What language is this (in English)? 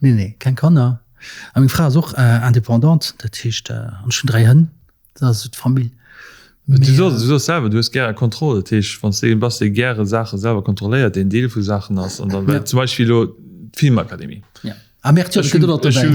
Luxembourgish